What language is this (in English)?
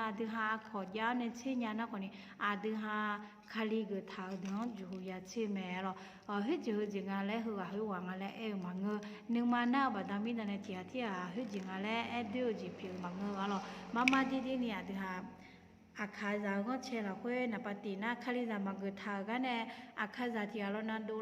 Akha